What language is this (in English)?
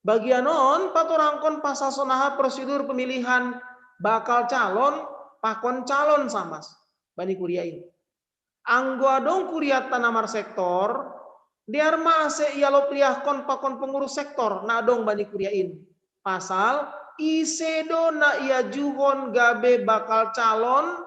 Batak Simalungun